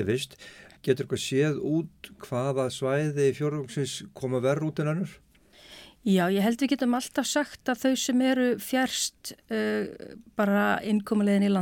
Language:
Icelandic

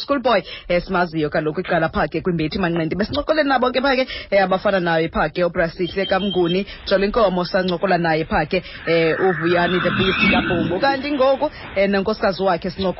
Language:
Xhosa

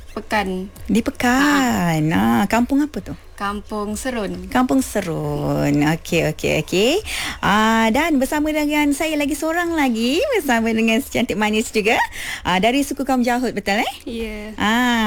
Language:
Malay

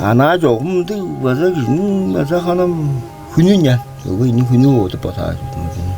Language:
Tuvinian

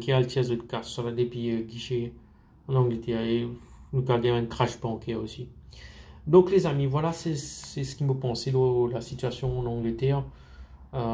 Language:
Morisyen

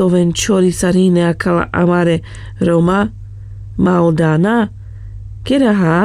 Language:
Carpathian Romani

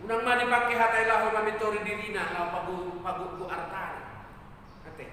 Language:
Batak Toba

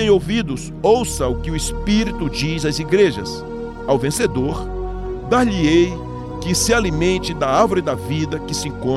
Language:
Portuguese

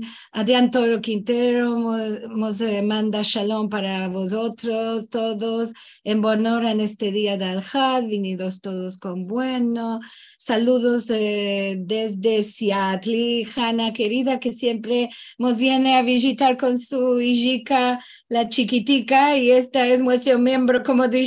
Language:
Ladino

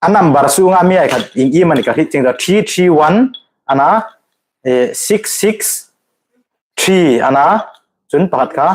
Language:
Hmar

